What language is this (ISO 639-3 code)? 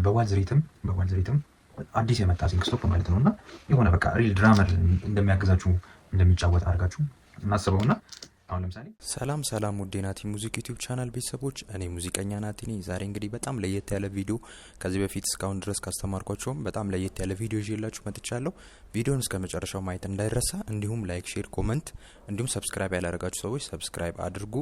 amh